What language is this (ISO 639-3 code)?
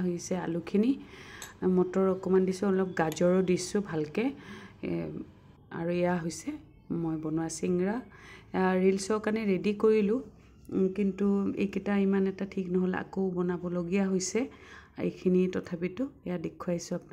asm